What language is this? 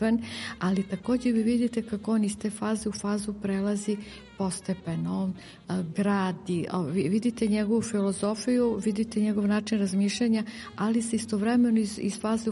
Serbian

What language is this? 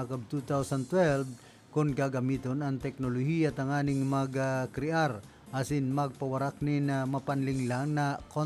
Bikol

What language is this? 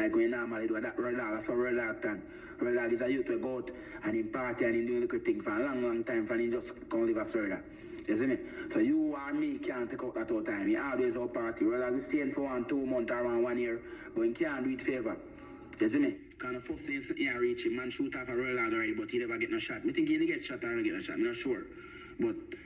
Jamaican Creole English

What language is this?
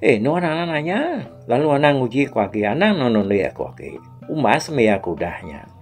Iban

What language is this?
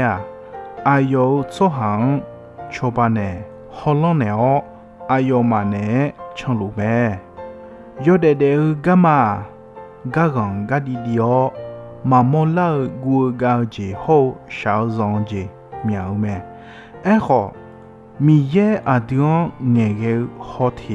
Akha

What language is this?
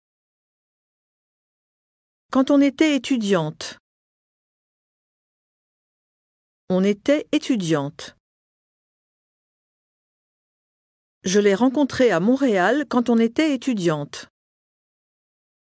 French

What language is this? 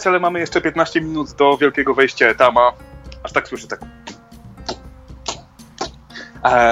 Polish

